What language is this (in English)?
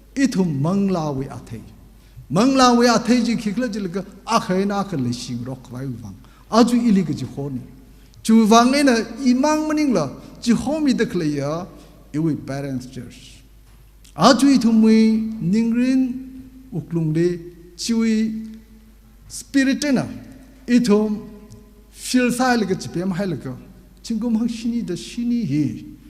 Tangkhul Naga (India)